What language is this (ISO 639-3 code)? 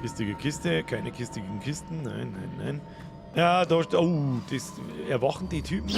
bar